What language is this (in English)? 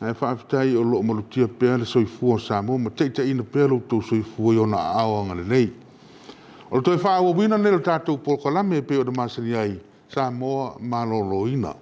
Samoan